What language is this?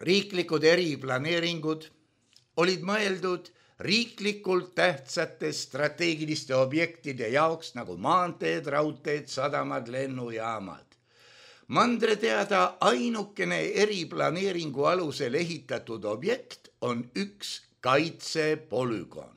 Estonian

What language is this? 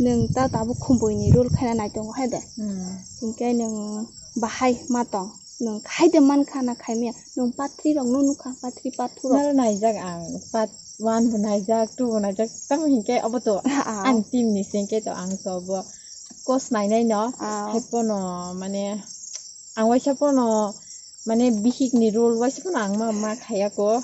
Kok Borok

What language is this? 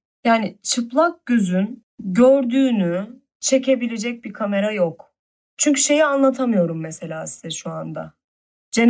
Turkish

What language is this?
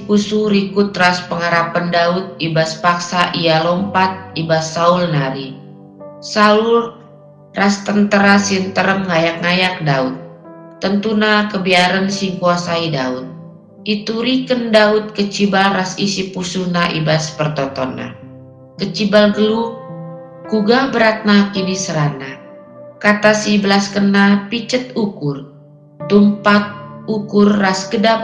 Batak Karo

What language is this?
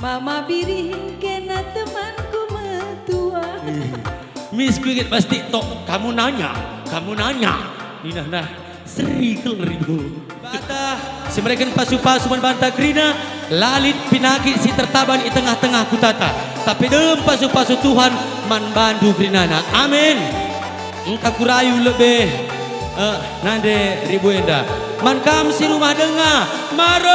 Batak Karo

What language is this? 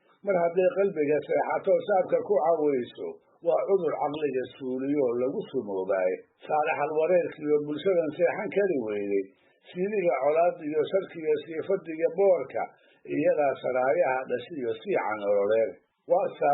Somali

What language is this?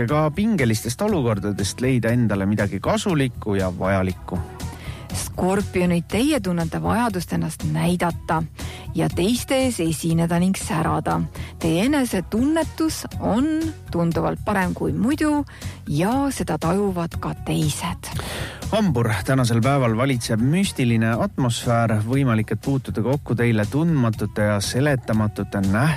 Estonian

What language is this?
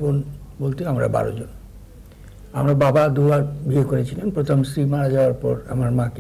Bangla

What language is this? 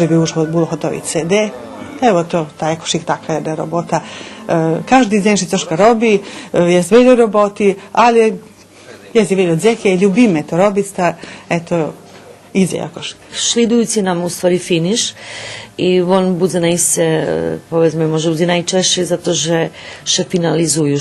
Rusyn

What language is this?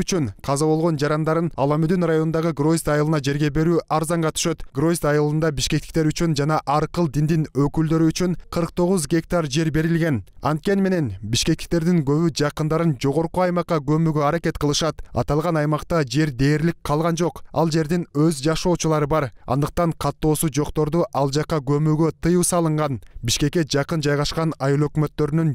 Kyrgyz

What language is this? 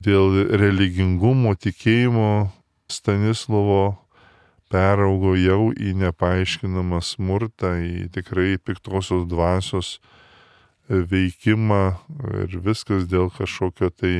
Lithuanian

